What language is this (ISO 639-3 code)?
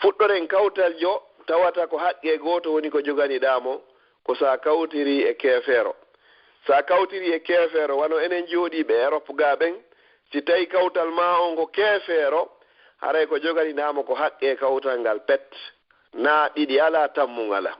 ful